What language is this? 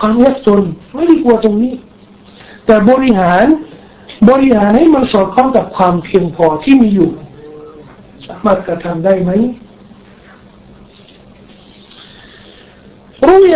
Thai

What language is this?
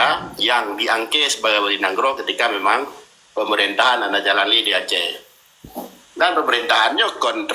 Achinese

